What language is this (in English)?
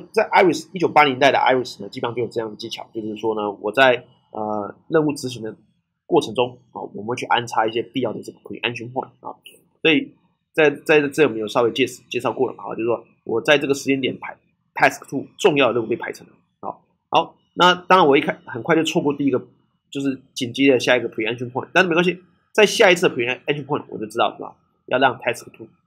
Chinese